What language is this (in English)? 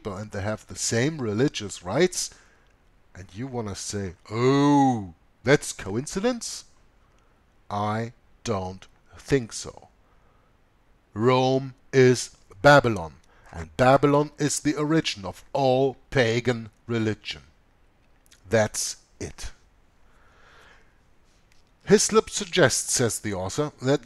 English